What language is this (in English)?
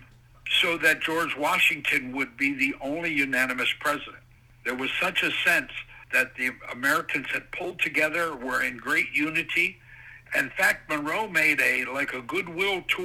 English